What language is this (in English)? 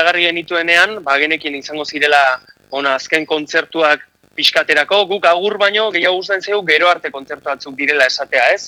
Basque